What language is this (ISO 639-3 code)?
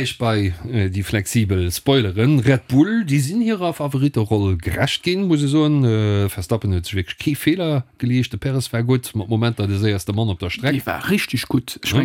ltz